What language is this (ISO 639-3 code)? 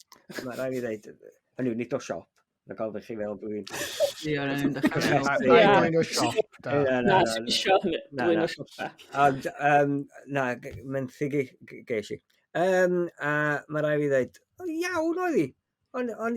cym